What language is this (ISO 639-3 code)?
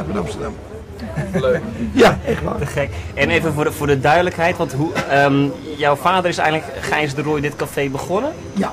nld